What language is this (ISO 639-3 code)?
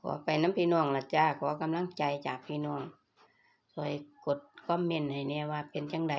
tts